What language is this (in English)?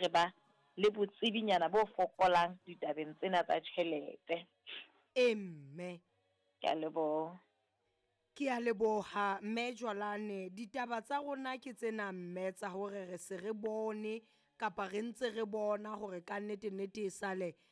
Southern Sotho